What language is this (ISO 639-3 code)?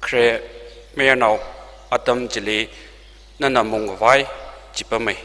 nmf